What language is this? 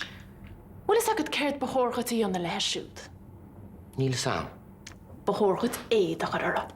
Irish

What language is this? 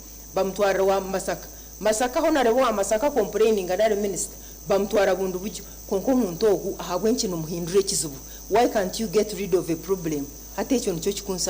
Nyankole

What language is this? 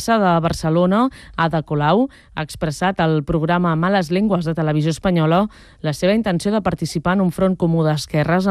Catalan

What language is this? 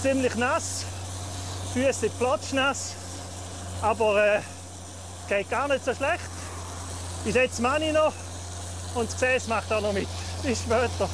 Swiss German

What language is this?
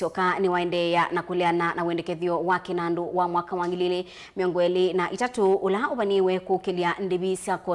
Kamba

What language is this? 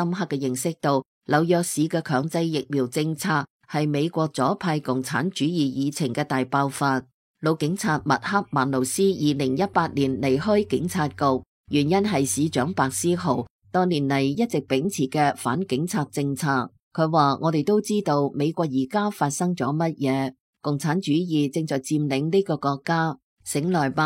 Cantonese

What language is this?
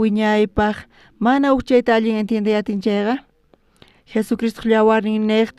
South Bolivian Quechua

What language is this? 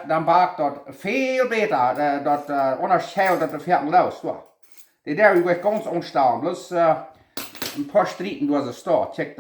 Plautdietsch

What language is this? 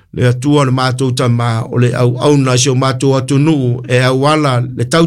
Samoan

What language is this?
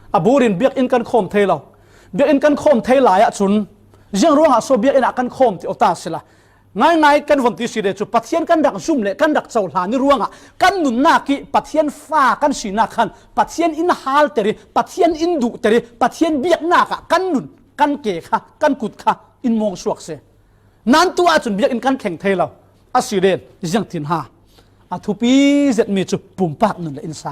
Falam Chin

